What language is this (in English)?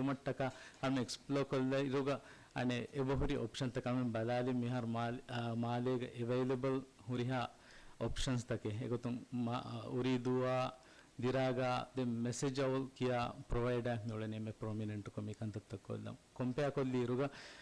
Divehi